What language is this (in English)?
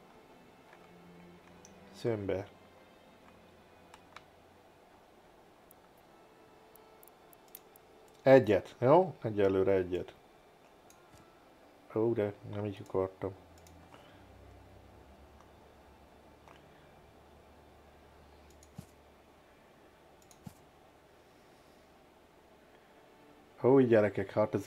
Hungarian